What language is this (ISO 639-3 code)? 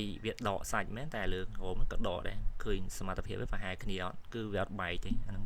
khm